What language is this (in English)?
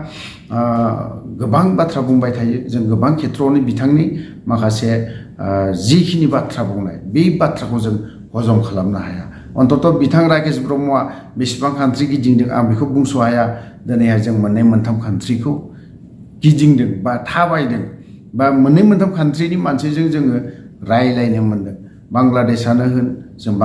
Bodo